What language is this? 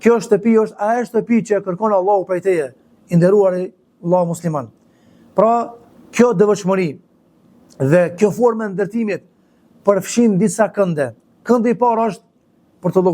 Albanian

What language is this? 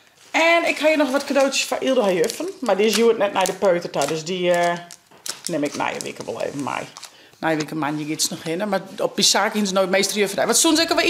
Western Frisian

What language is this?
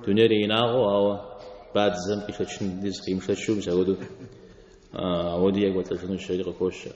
Kabardian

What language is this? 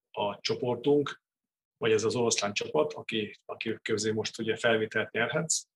Hungarian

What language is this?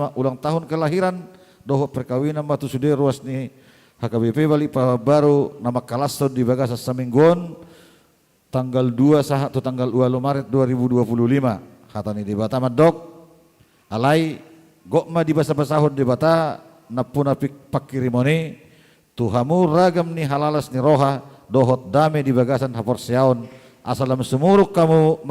Batak Toba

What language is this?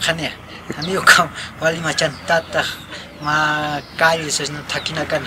Aymara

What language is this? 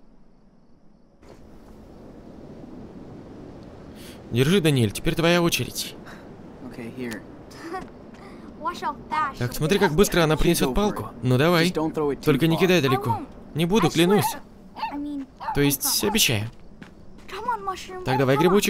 Russian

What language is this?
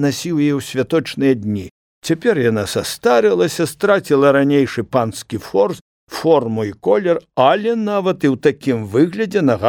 Belarusian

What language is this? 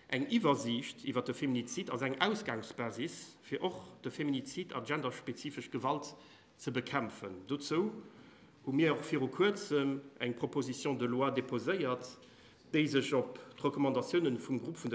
Luxembourgish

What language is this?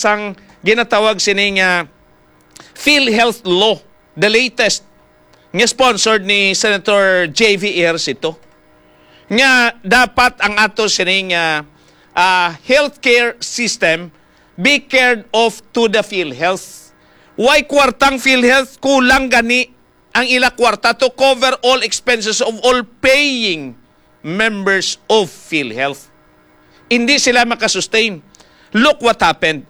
Hiligaynon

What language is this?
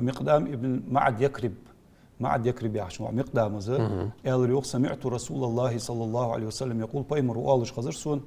Ingush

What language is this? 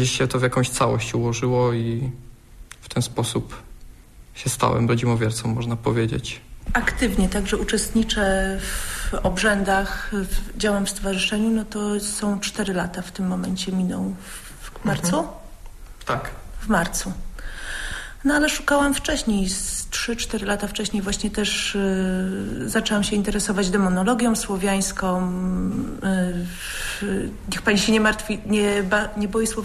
Polish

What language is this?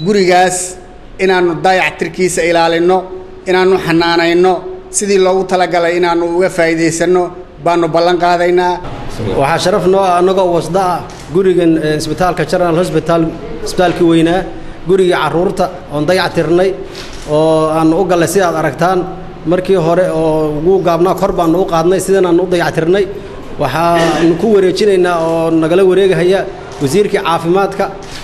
Somali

